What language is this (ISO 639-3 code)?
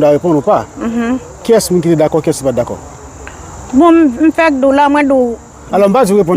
hat